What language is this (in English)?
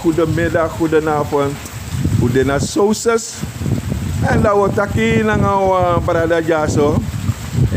Sranan Tongo